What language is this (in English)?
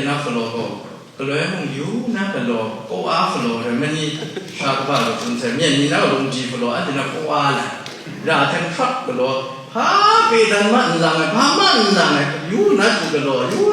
Kachin